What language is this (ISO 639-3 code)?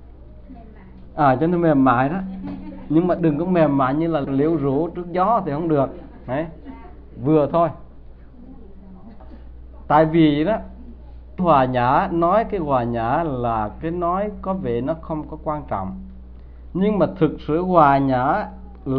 vie